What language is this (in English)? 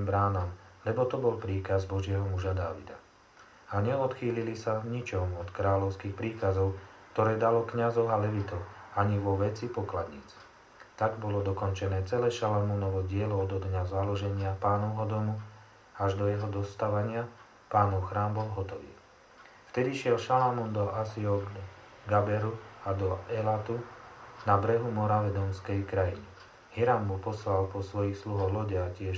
Slovak